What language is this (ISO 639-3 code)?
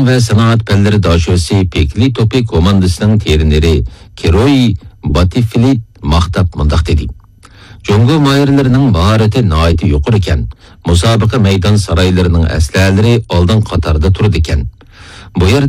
uig